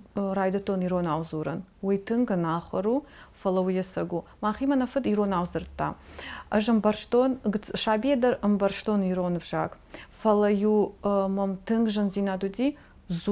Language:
Ossetic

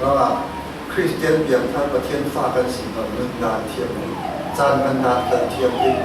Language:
Falam Chin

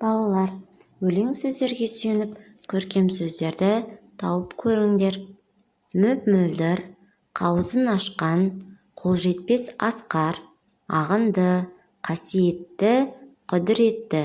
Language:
Kazakh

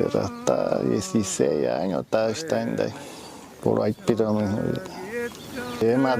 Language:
Wayuu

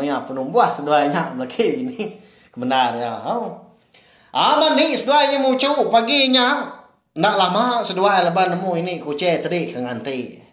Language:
Iban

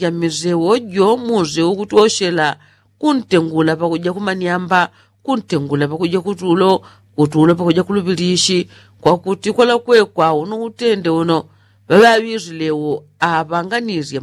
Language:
Yao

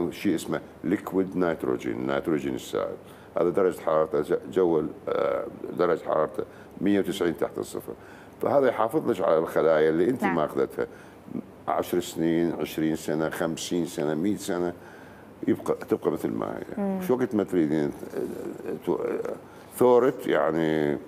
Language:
Mesopotamian Arabic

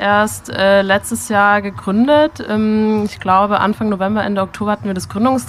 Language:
German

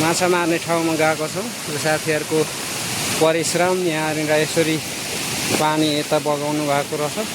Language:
Nepali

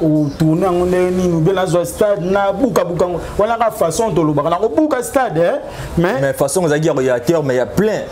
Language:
Lingala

